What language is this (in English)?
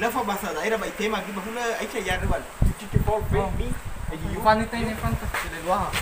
Nias